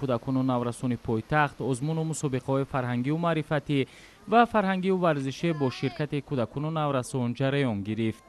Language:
Tajik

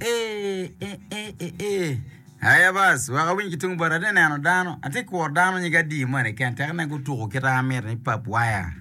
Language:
Acoli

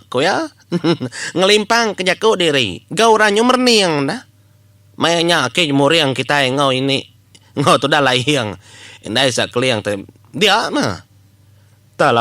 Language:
Iban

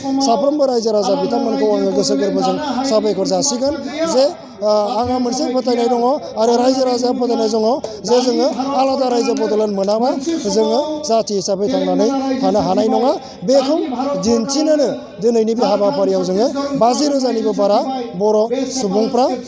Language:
Bodo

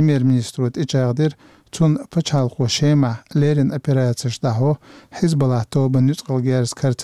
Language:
Chechen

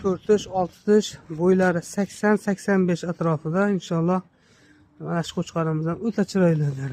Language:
Uzbek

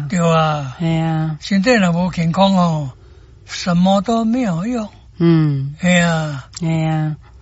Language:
Min Nan Chinese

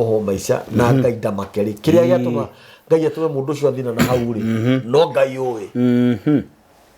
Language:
Kikuyu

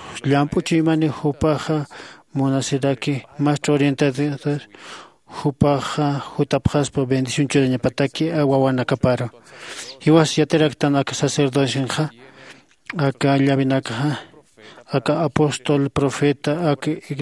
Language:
Aymara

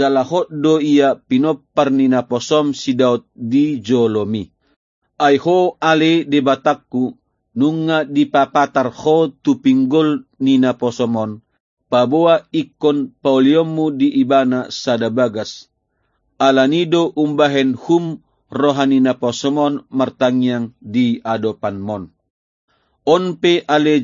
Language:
Batak Toba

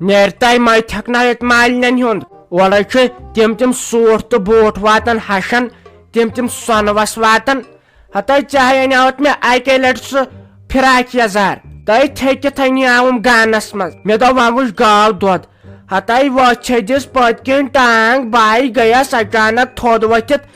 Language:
Kashmiri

